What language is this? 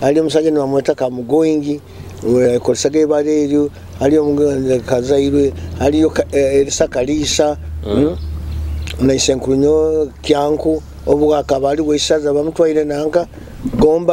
Nyoro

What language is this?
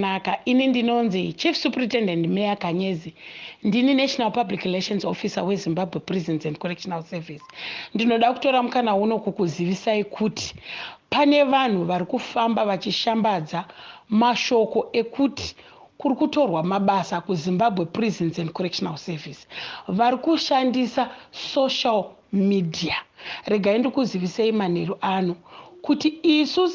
Shona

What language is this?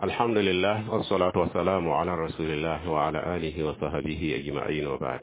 Mossi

